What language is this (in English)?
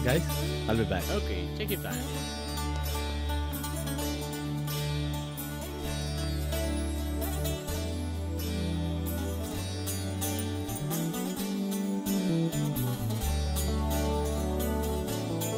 Kannada